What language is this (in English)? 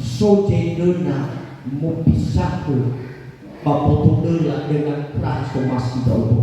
Nias